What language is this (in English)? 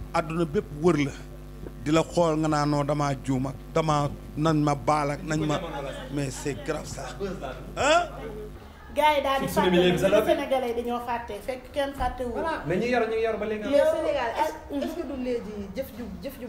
Wolof